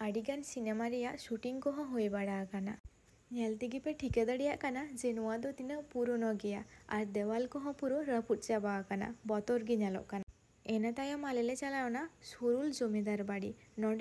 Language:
Santali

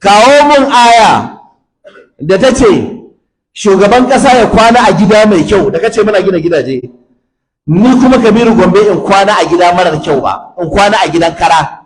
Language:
Hausa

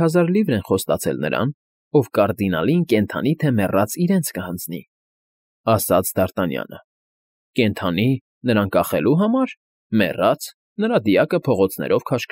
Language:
Armenian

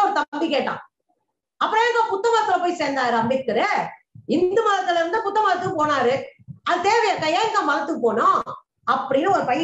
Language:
Tamil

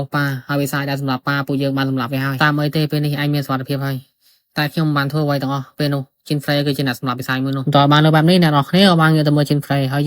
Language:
Khmer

